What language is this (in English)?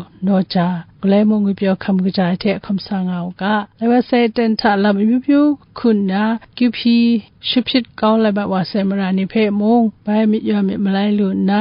Kachin